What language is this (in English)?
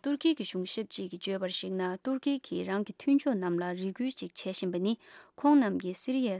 Tibetan